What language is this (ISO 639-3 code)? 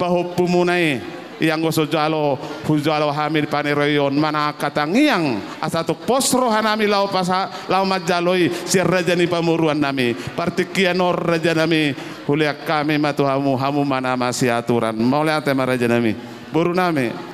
bbc